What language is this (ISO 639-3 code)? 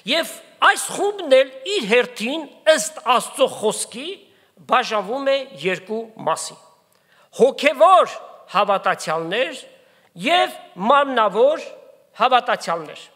hye